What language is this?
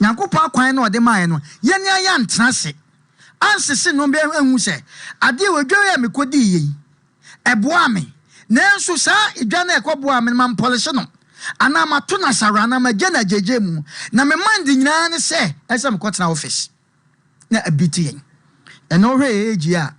Akan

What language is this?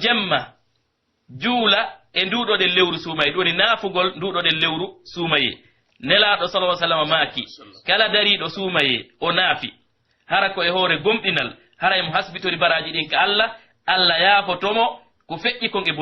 Pular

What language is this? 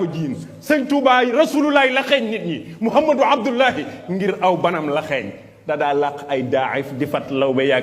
Wolof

